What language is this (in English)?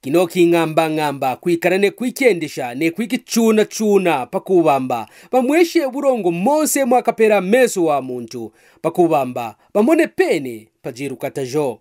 Kaonde